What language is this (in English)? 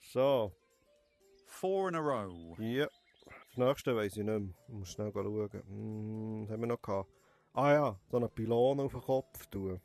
Swiss German